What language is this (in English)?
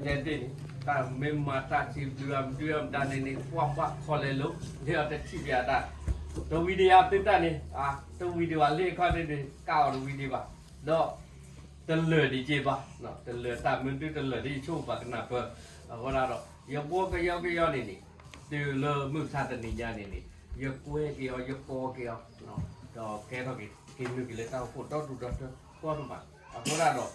S'gaw Karen